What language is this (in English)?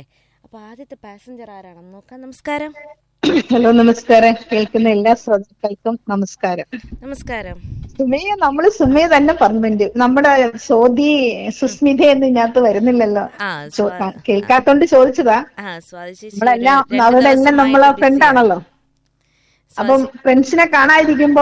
Malayalam